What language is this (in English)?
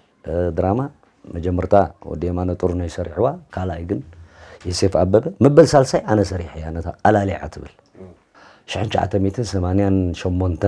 Tigrinya